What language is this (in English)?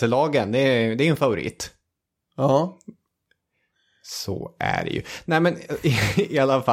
Swedish